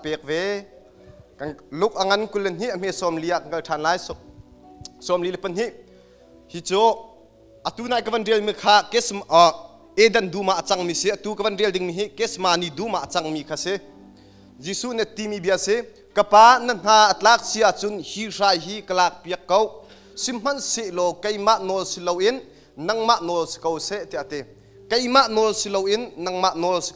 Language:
Hakha Chin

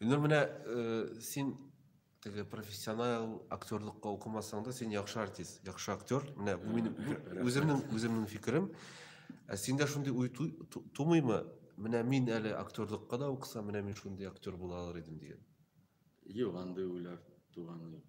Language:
Tatar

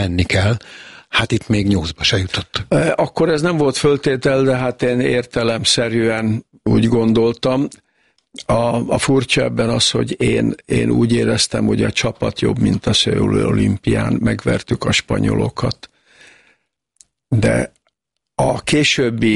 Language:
Hungarian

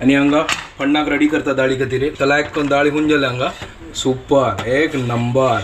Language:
Konkani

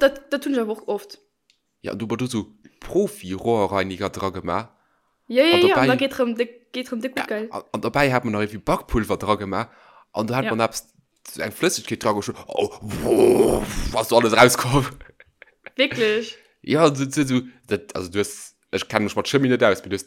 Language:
Luxembourgish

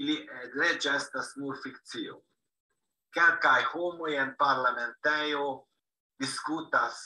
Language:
Esperanto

